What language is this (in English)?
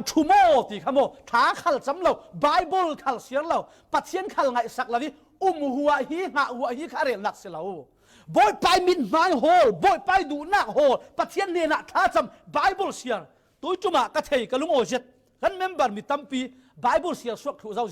Falam Chin